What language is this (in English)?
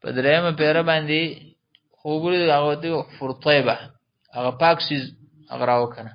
Pashto